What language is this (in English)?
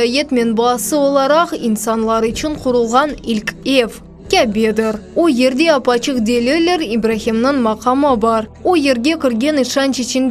Crimean Tatar